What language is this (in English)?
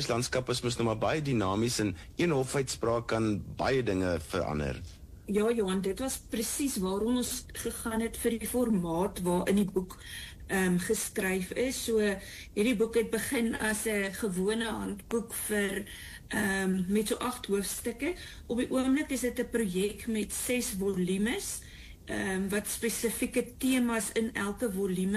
Afrikaans